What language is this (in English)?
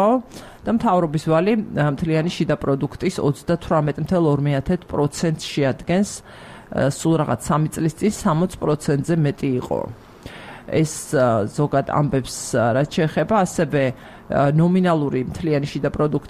Georgian